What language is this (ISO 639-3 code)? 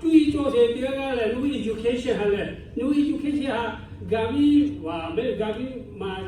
lhu